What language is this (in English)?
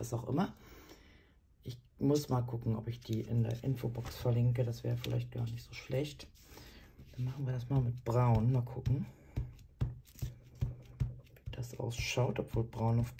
German